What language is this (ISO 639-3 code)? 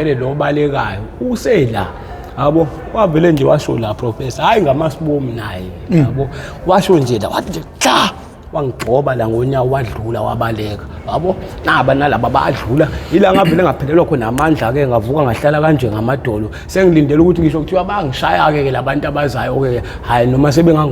zul